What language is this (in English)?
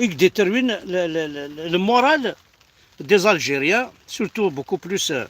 Kabyle